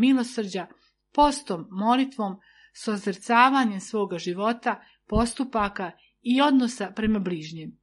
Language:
Serbian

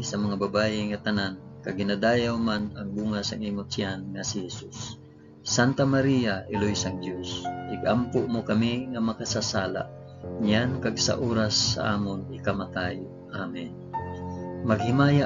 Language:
Hiligaynon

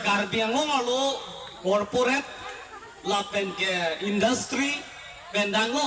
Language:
Karbi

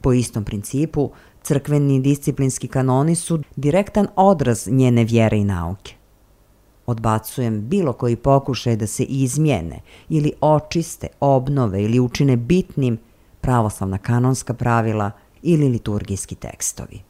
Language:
Serbian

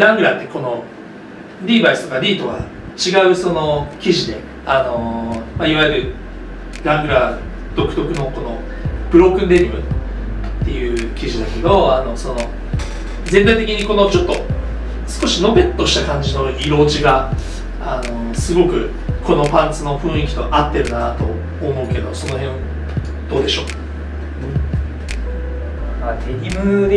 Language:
Japanese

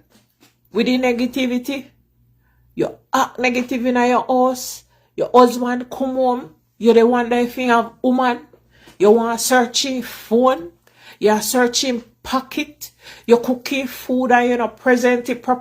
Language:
Jamaican Creole English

